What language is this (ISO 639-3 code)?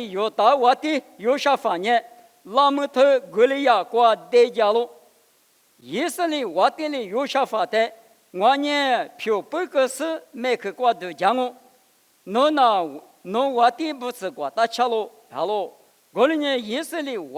lis